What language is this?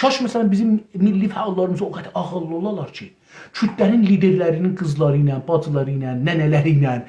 South Azerbaijani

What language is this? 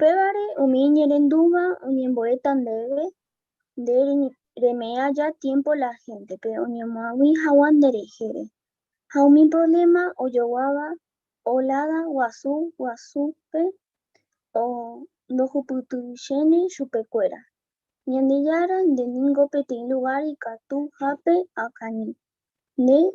Guarani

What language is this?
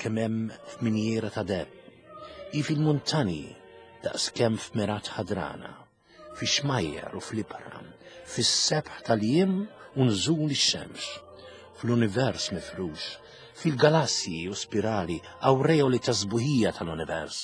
Maltese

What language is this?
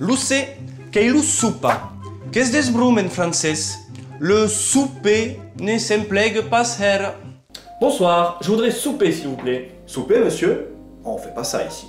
Occitan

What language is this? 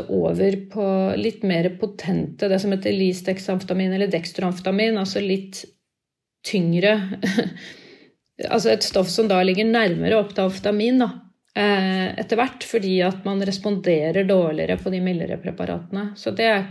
Norwegian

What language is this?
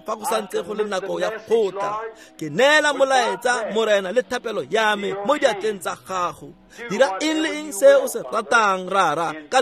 Tswana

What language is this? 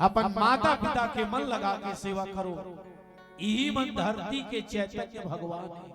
Chhattisgarhi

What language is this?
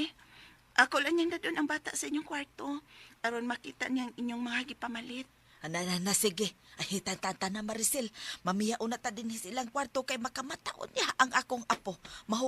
Cebuano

